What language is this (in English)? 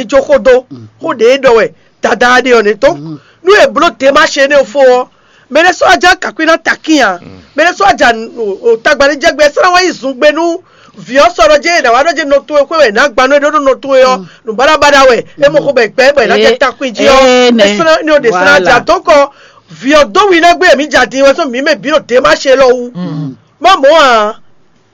Fon